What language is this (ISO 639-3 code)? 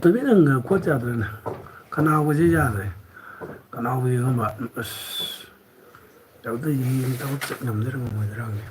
mni